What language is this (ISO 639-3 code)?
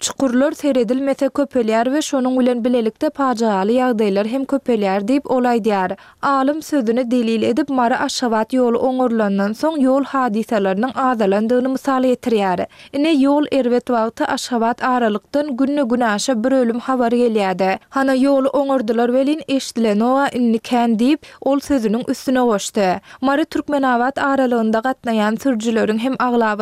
tuk